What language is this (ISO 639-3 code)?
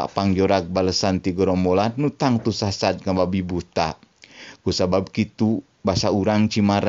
sun